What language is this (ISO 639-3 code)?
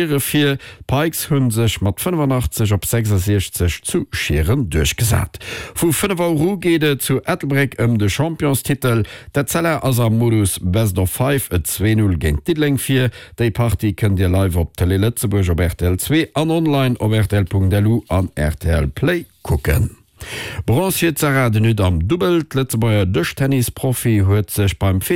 ltz